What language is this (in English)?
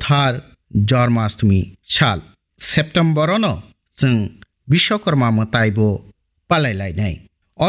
Kok Borok